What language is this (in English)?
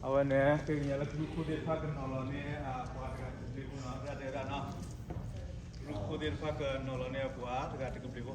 S'gaw Karen